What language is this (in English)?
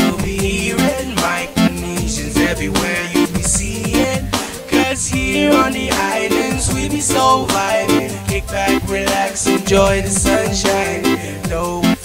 Pohnpeian